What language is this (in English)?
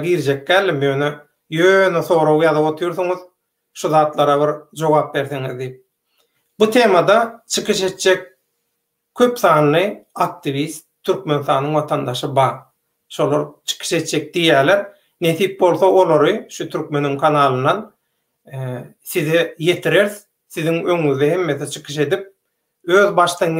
Turkmen